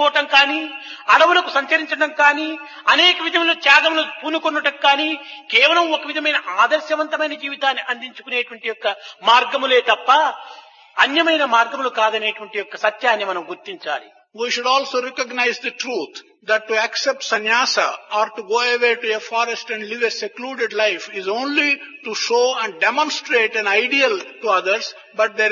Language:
Telugu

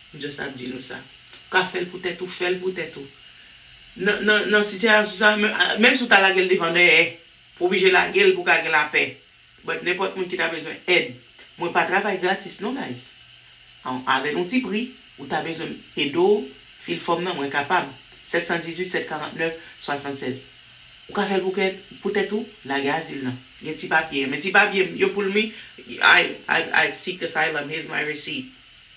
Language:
Haitian Creole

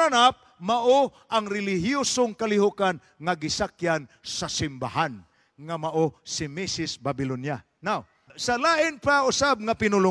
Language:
Cebuano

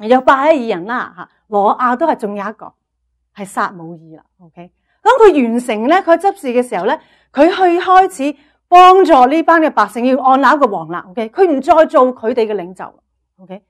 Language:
Cantonese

